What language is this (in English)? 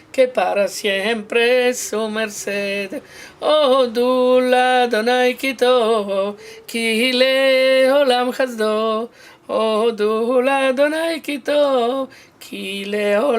Ladino